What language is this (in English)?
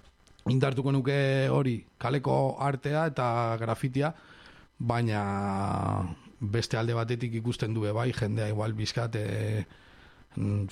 Basque